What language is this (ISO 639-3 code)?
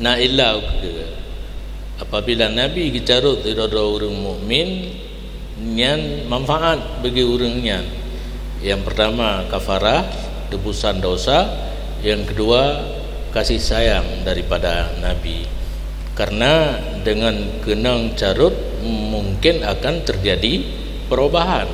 ace